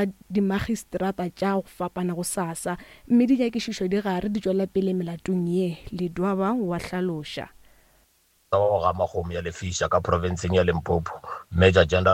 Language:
Northern Sotho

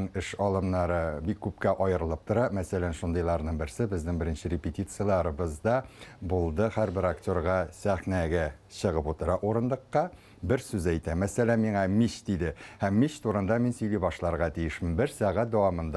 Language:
Tatar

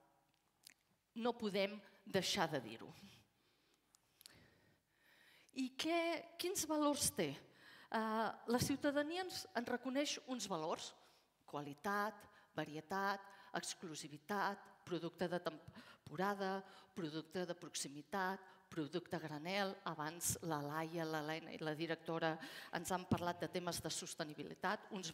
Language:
Catalan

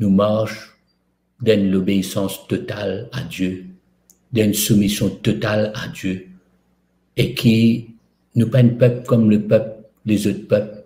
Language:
Morisyen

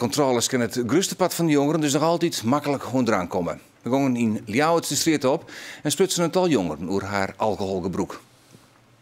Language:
Western Frisian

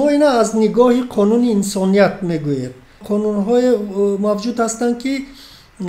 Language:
Tajik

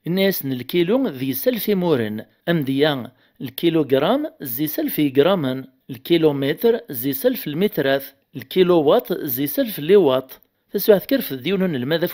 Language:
Kabyle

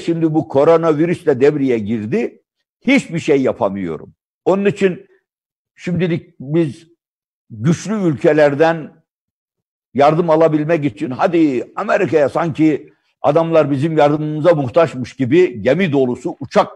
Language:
Turkish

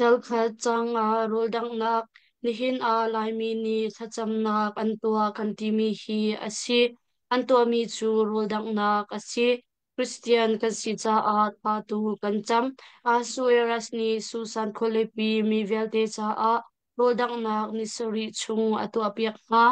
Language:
Hakha Chin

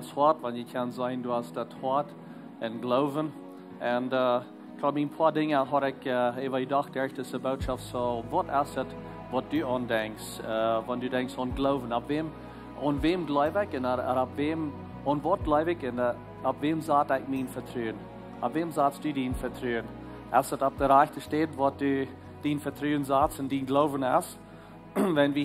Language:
Plautdietsch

